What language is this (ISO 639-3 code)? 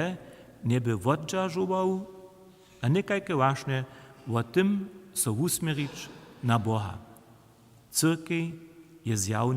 hsb